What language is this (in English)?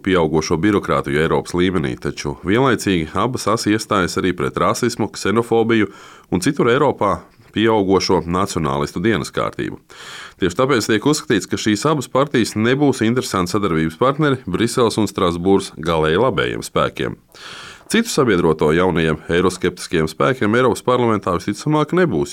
Latvian